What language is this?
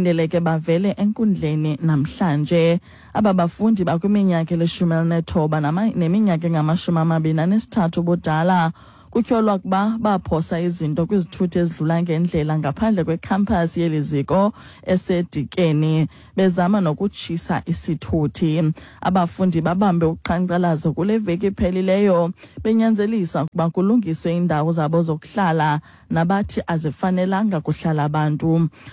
Xhosa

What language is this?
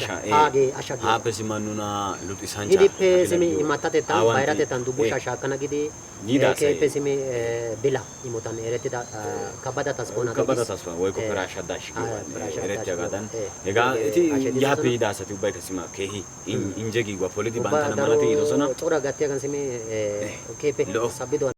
Wolaytta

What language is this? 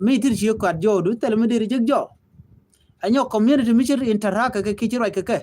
Nuer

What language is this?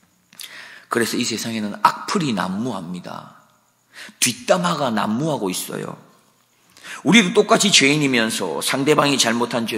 Korean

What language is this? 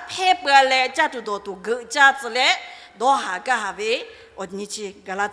Lahu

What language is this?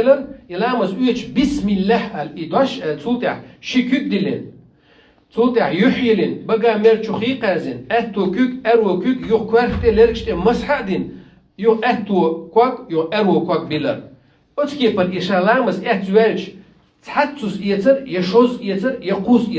Chechen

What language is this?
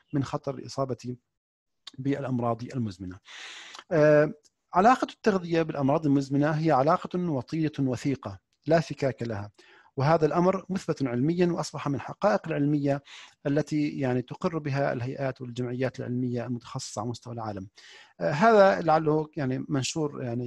Arabic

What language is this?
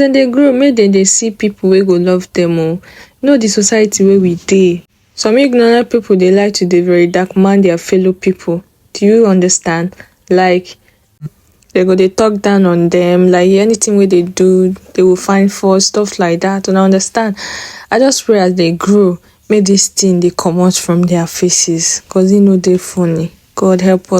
Nigerian Pidgin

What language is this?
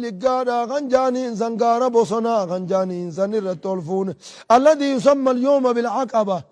Oromo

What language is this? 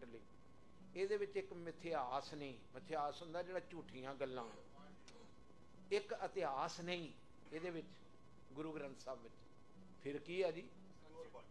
Punjabi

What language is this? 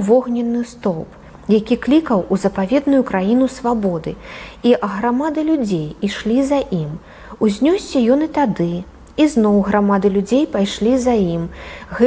Belarusian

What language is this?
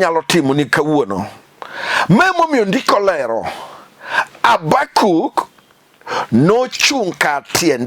Luo (Kenya and Tanzania)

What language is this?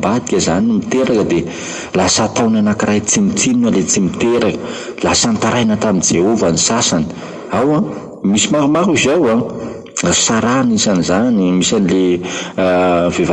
Malagasy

